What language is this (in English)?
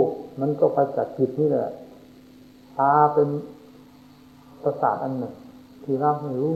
Thai